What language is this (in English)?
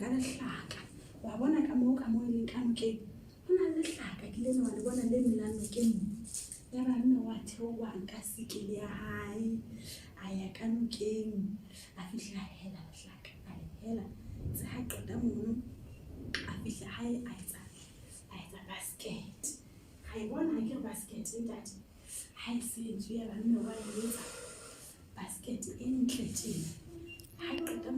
Southern Sotho